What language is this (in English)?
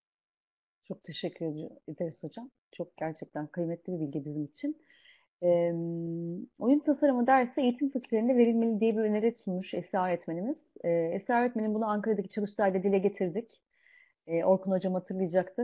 Turkish